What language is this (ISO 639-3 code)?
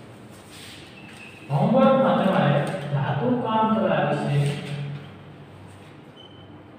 guj